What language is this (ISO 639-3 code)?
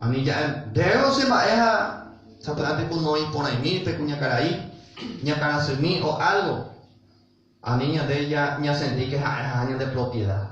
grn